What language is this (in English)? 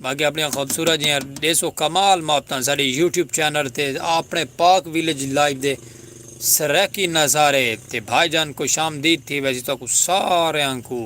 Saraiki